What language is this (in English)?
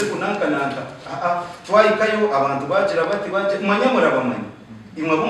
Nyankole